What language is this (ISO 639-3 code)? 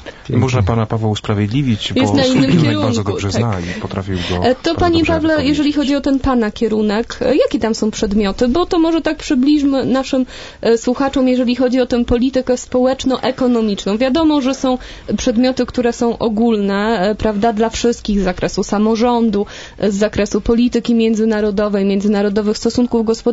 pol